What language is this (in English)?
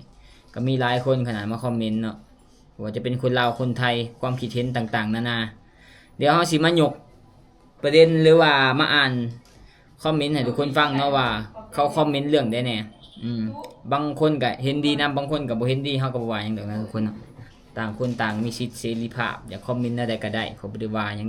Lao